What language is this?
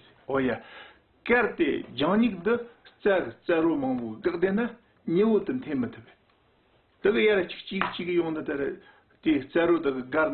Tibetan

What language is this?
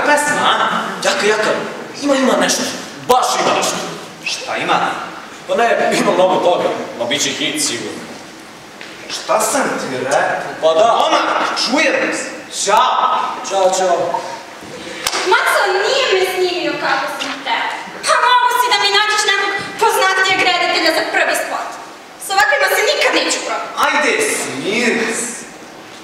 Serbian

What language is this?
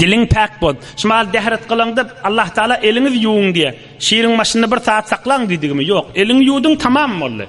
Turkmen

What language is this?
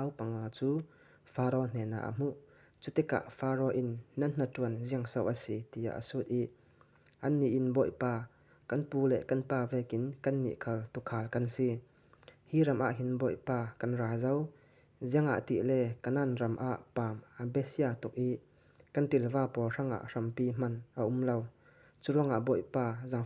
Falam Chin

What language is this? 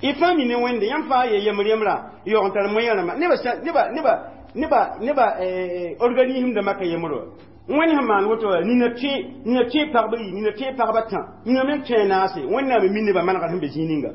Mossi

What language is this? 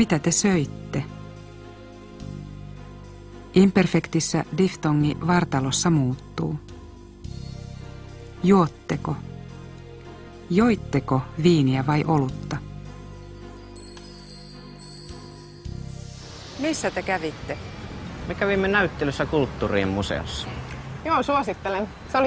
Finnish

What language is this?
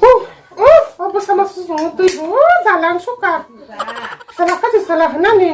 Kok Borok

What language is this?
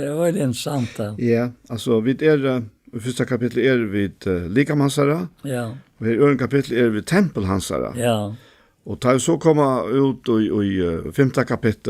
Faroese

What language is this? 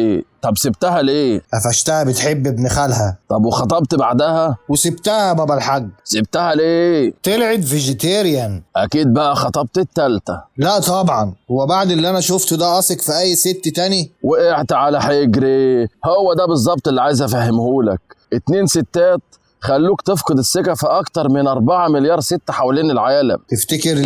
Egyptian Arabic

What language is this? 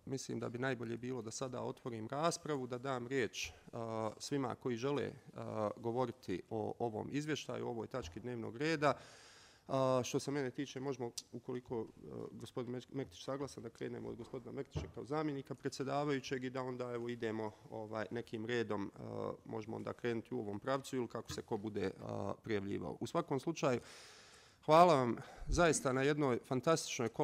Bosnian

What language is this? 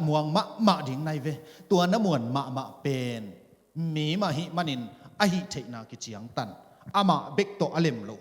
Tedim Chin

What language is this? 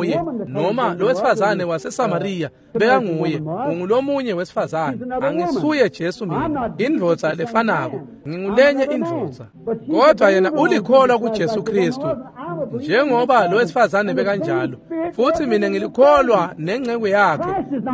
Swati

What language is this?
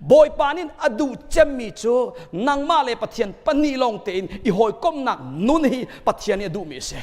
Hakha Chin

